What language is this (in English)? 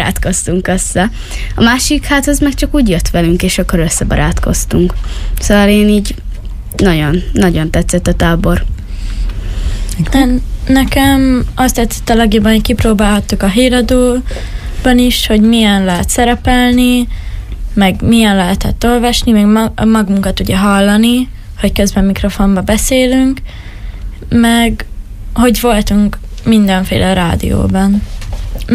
Hungarian